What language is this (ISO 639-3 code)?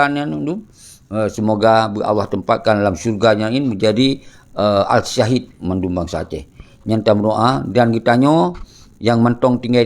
ace